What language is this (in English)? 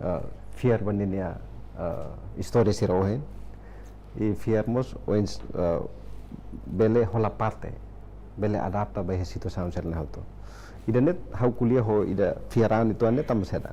Tetum